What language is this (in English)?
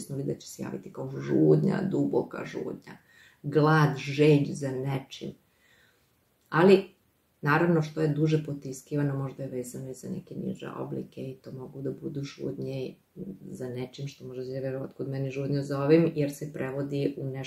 Serbian